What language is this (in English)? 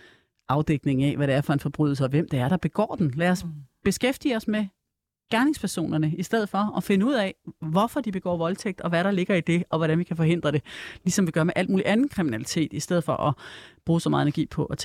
Danish